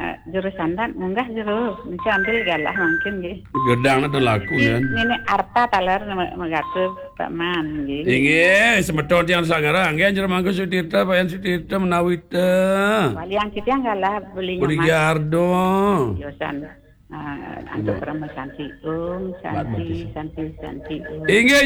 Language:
Balinese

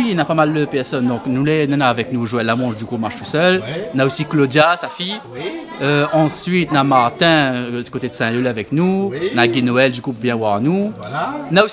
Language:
Réunion Creole French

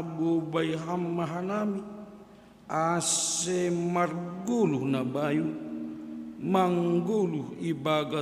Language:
Batak Simalungun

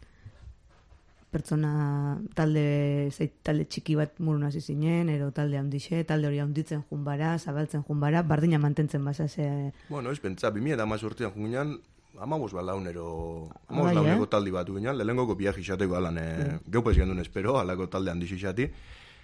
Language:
Basque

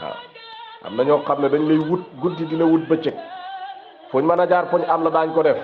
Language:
Wolof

